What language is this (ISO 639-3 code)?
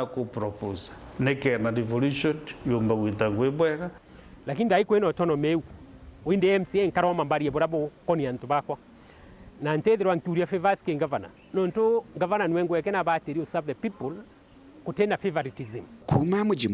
mer